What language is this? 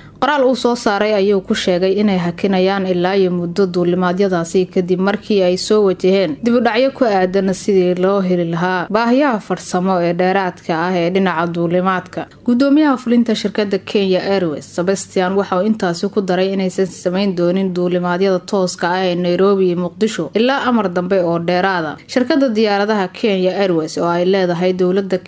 Somali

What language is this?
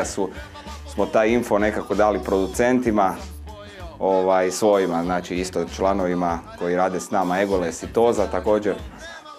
Croatian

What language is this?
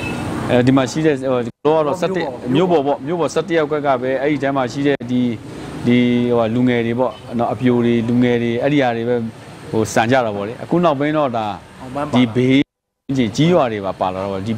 Burmese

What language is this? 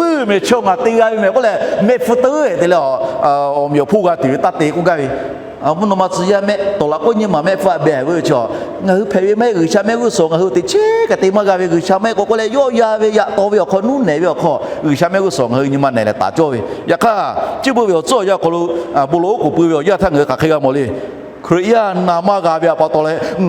Lahu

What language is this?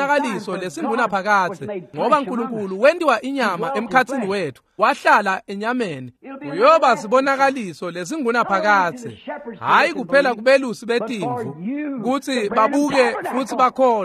Swati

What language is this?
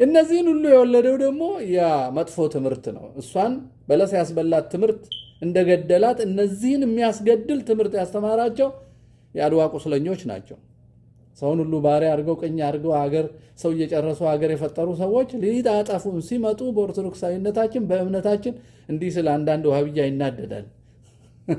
Amharic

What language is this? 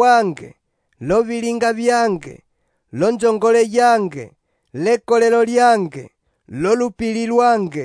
Umbundu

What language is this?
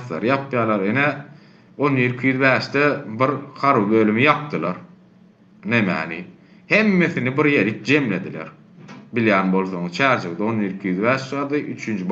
Turkmen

